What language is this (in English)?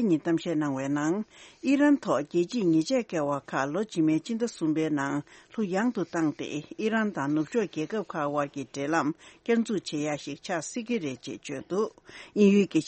Tibetan